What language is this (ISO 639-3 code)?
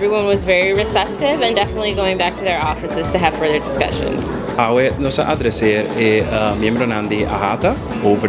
pap